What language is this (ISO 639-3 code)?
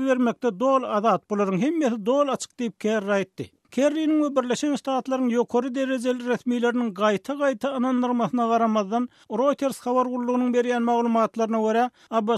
tuk